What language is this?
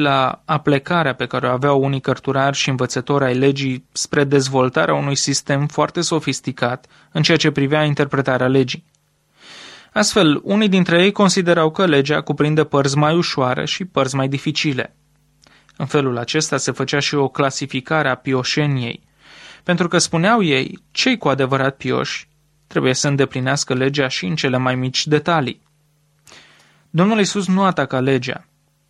Romanian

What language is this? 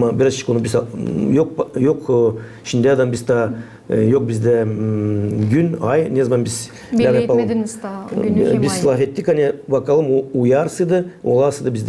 Gagauz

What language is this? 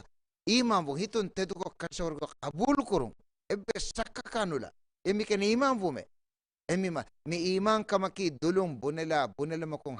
Divehi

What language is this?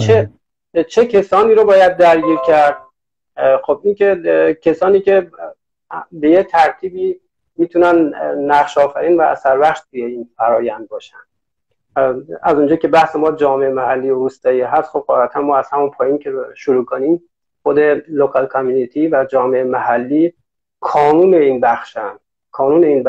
Persian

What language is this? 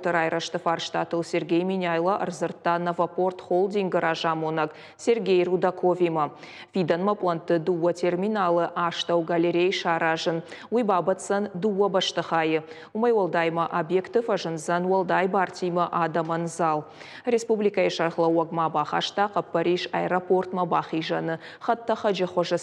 Ossetic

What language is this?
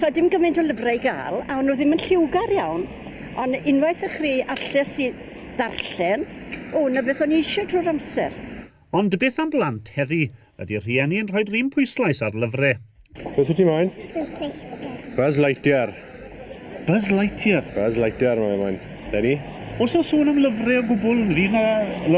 Welsh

